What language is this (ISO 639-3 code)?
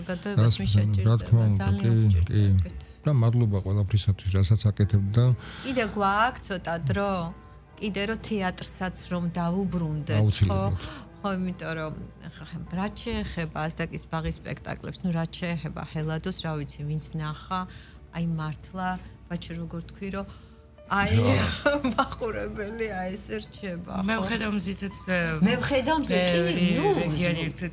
kat